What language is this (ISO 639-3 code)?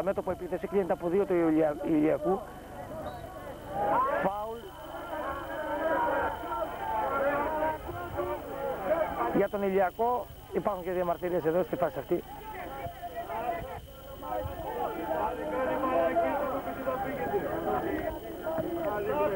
ell